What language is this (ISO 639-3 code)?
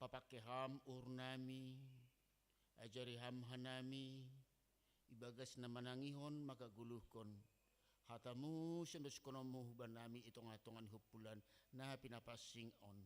bts